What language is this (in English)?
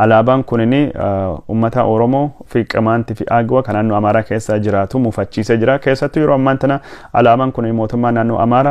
Oromo